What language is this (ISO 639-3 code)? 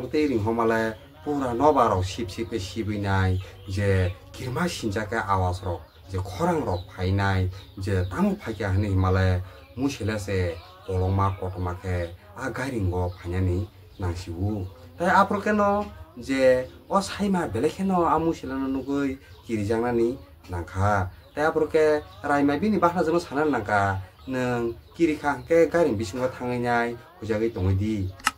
trp